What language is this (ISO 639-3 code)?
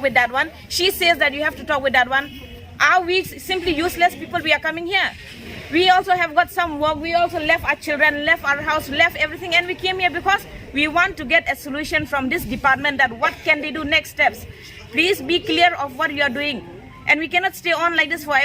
trp